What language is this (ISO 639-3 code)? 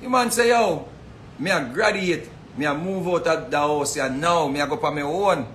jam